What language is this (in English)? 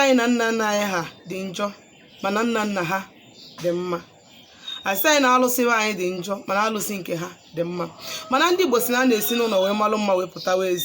Igbo